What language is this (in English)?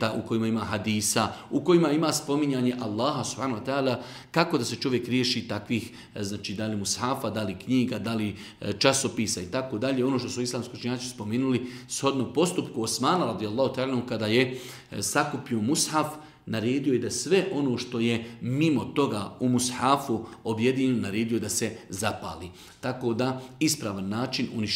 Bosnian